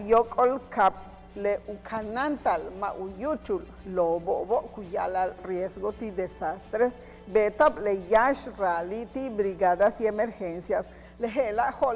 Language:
Yucateco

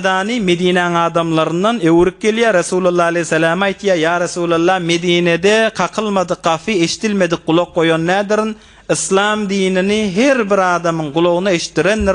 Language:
Turkmen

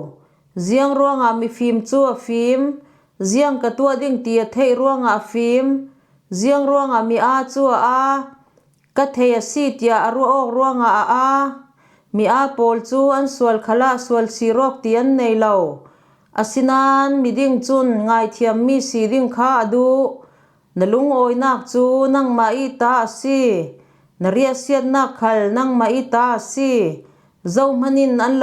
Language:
Falam Chin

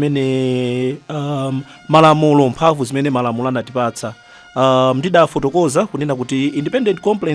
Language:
Nyanja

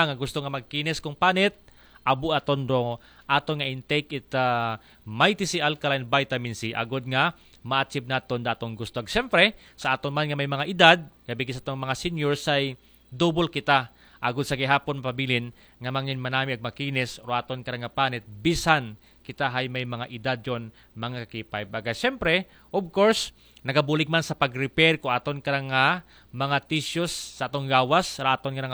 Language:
Aklanon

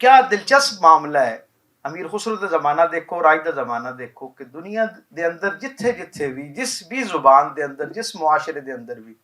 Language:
Western Panjabi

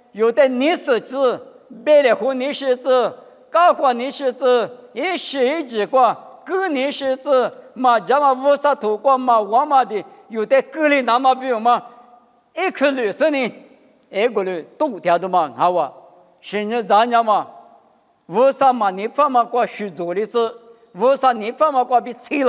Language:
Lisu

